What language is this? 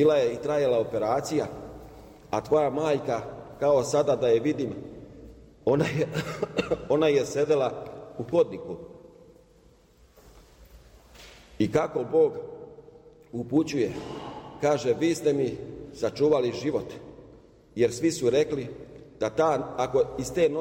Serbian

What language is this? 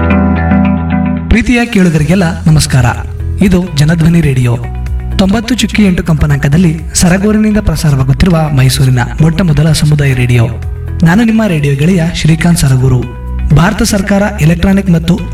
Kannada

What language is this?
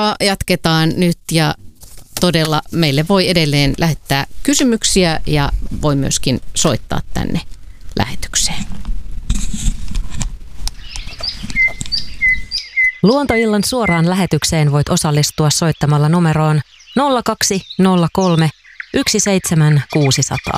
Finnish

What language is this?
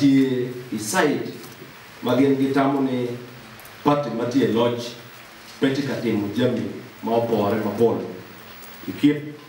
Acoli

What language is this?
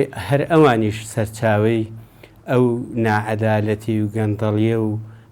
Central Kurdish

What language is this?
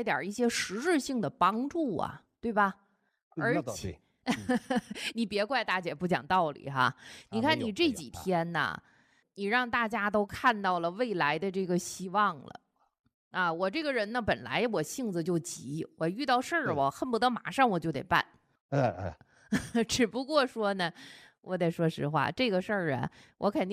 Chinese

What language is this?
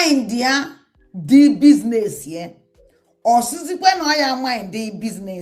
Igbo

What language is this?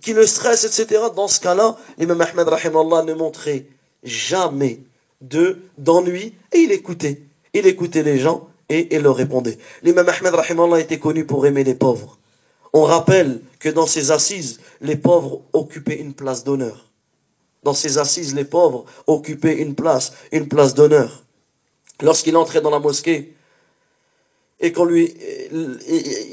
French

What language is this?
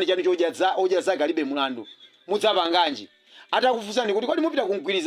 Nyanja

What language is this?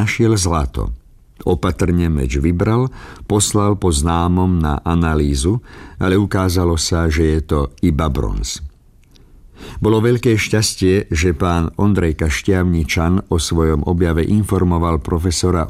Slovak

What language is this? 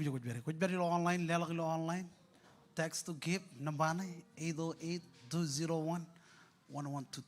Marshallese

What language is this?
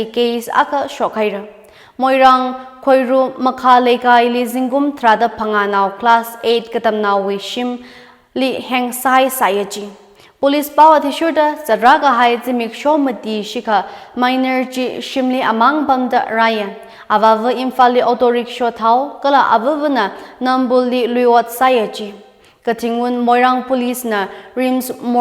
Tangkhul Naga (India)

